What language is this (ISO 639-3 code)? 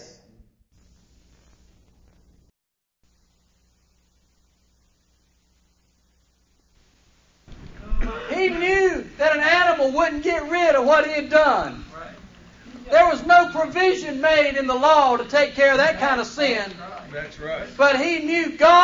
eng